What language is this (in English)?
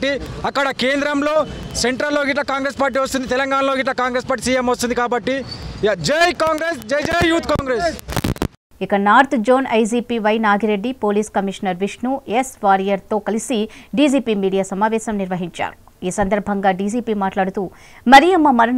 Telugu